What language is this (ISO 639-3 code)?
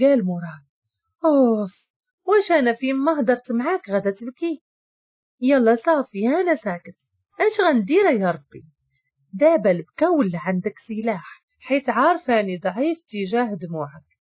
ary